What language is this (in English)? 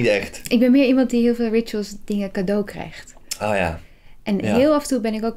Dutch